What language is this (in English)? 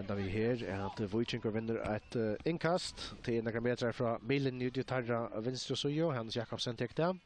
Faroese